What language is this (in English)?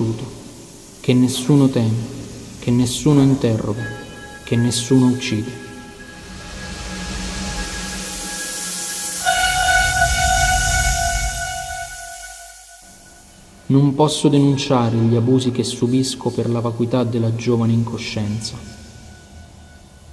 Italian